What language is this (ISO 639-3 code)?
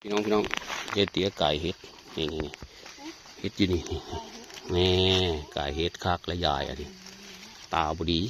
tts